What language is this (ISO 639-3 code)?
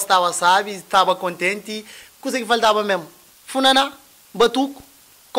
kea